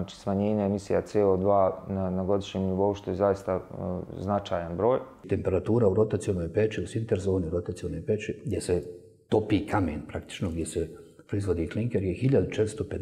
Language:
Bosnian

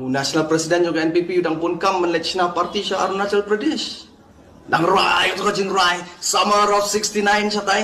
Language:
Khasi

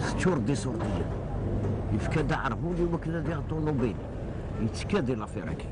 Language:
Kabyle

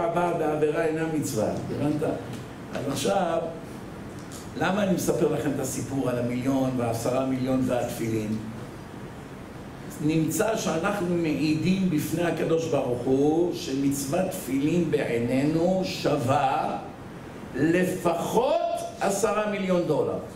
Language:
Hebrew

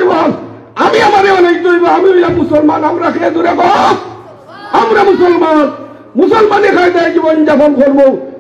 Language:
Sylheti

